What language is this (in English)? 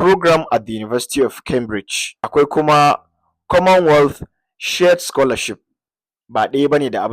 Hausa